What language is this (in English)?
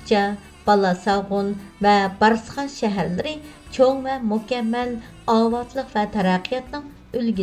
Uyghur